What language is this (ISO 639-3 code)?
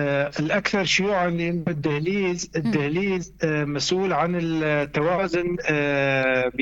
apc